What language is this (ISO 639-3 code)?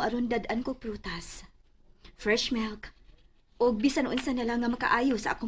ceb